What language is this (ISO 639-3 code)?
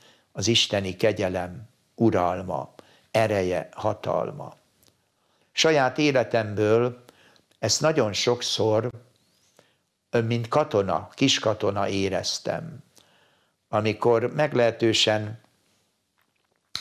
hun